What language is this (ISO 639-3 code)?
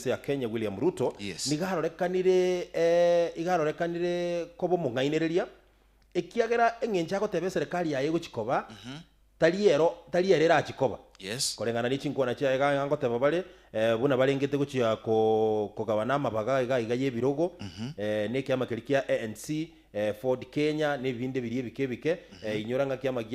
guz